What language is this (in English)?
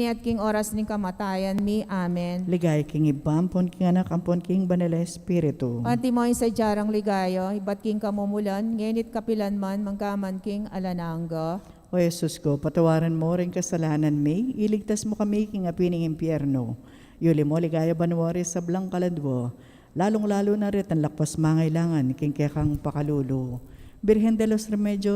Pampanga